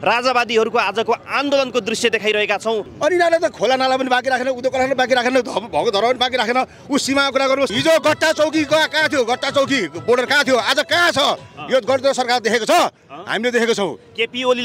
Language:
Nepali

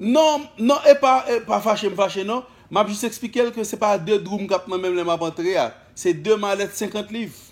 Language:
Haitian Creole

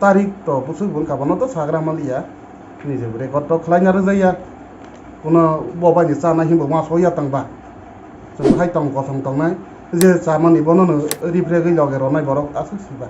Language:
Kok Borok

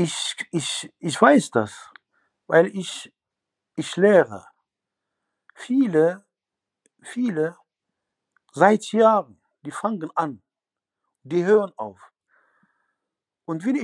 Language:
German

